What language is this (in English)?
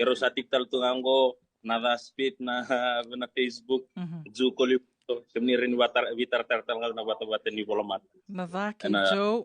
Fijian